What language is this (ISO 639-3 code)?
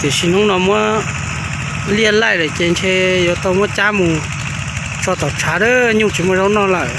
hmn